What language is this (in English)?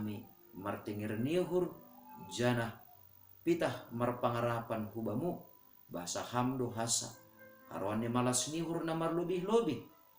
Batak Simalungun